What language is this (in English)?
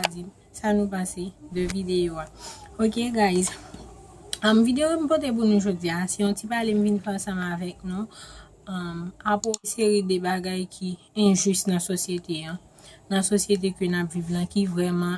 Haitian Creole